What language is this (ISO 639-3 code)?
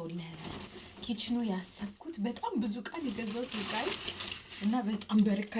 amh